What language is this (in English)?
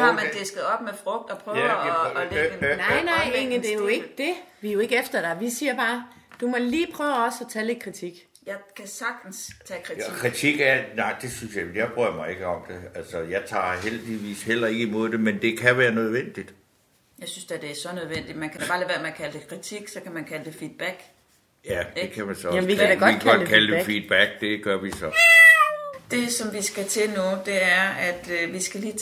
Danish